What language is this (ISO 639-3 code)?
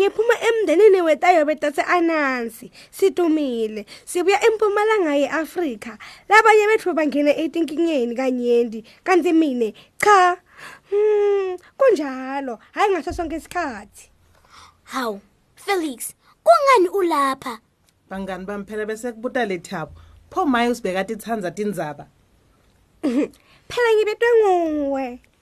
ssw